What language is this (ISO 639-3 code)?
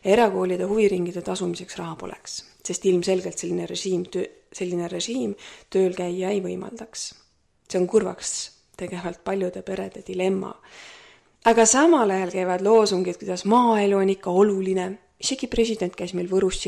est